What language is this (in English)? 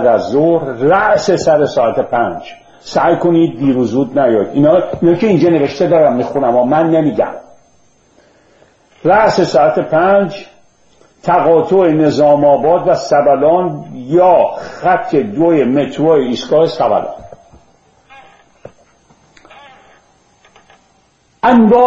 Persian